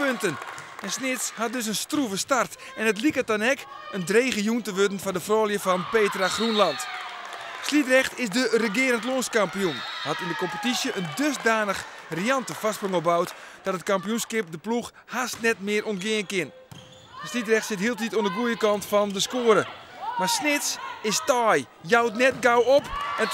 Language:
Western Frisian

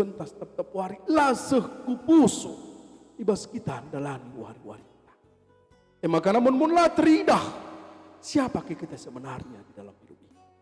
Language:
Batak Karo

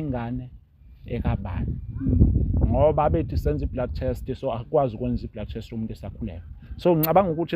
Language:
Zulu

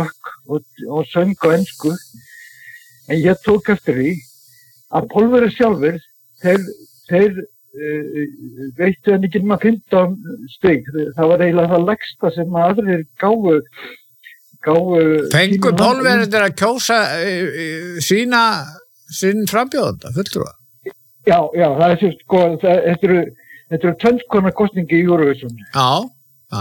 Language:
Icelandic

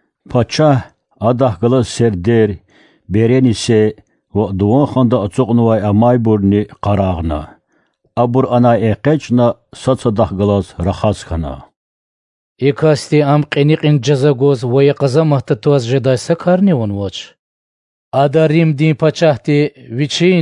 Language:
Lezghian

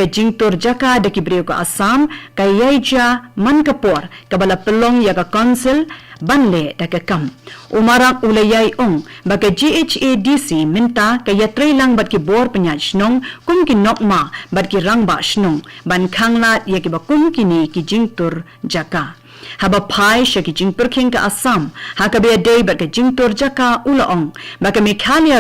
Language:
Khasi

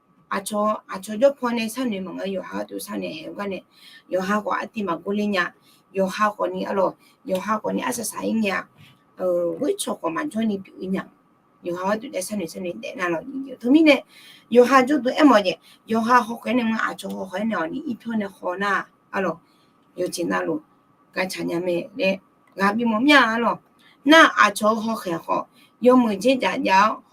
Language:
Akha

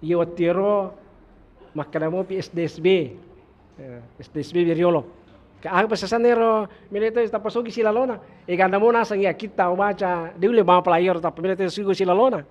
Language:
Buginese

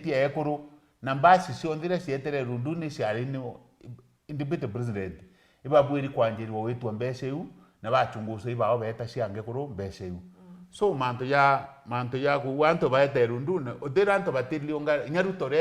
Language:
Meru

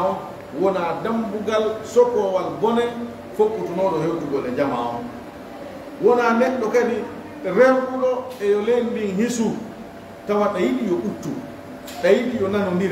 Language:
Pular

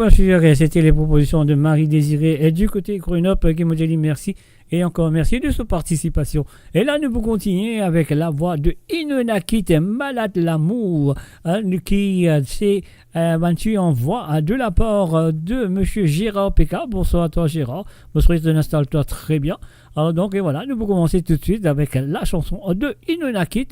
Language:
Morisyen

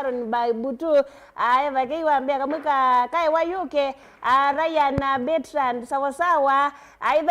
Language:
Kamba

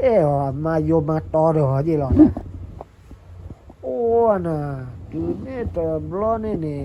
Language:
S'gaw Karen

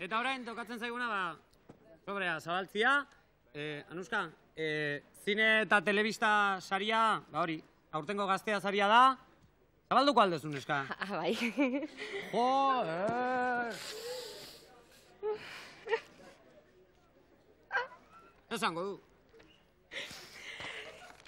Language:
Basque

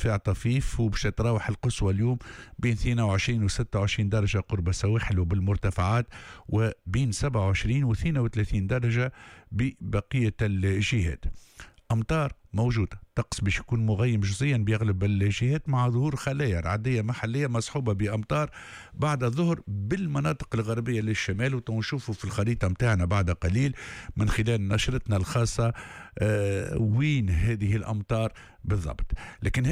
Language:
Tunisian Arabic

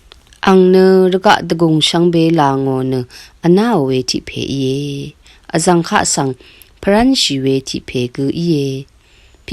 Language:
Rawang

